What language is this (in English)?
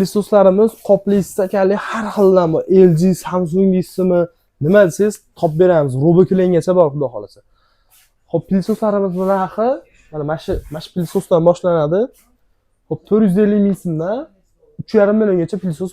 Uzbek